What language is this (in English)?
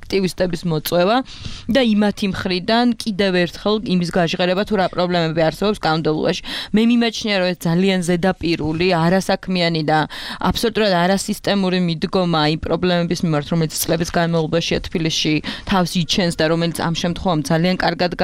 Georgian